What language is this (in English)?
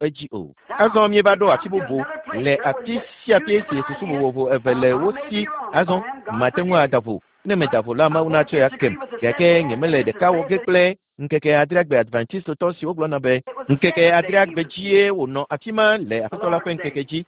Ewe